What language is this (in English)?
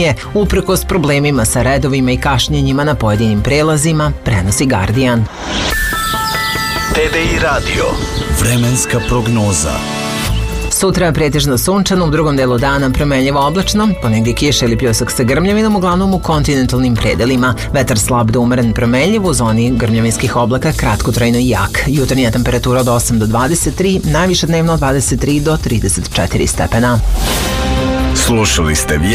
Serbian